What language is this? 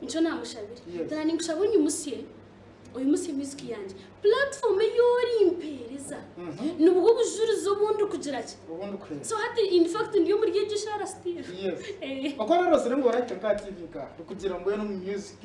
Nyankole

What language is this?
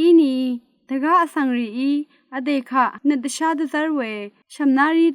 Rawang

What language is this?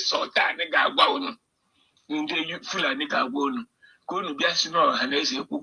Igbo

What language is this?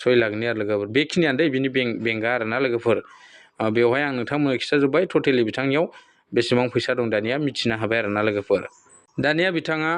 Bodo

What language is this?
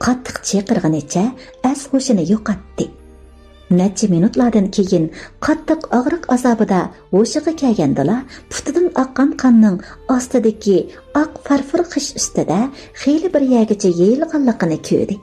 Uyghur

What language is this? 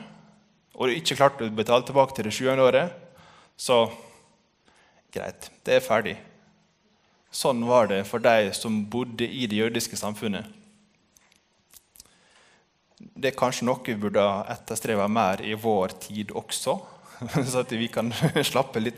Norwegian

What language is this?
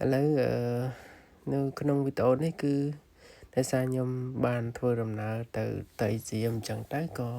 Khmer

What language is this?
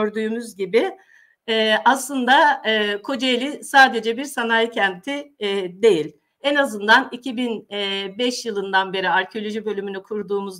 Turkish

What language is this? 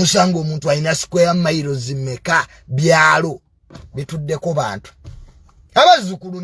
Ganda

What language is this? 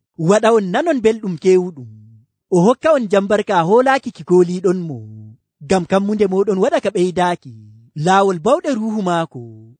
Nigerian Fulfulde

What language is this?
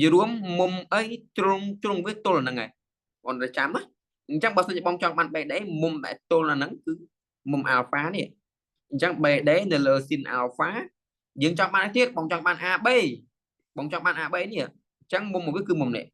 Khmer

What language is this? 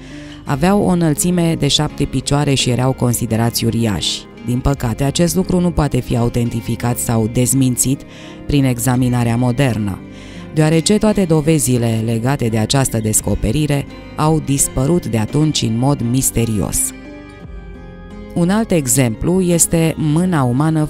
Romanian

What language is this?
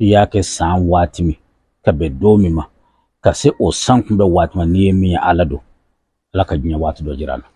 Bambara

